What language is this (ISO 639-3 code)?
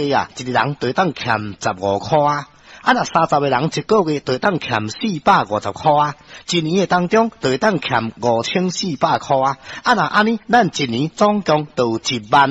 nan